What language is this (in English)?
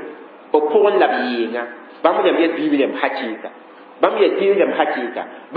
Mossi